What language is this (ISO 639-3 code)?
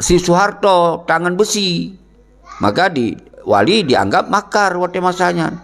ace